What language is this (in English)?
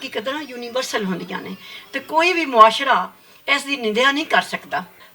Western Panjabi